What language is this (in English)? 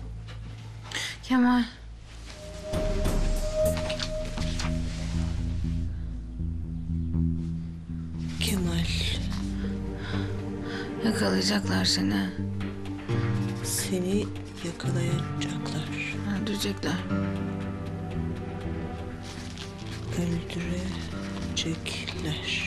Turkish